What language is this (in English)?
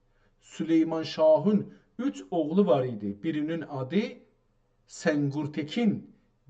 South Azerbaijani